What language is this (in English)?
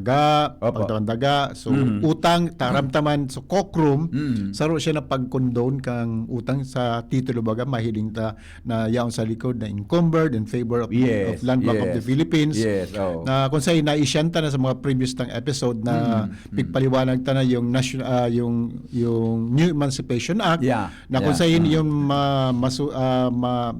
Bikol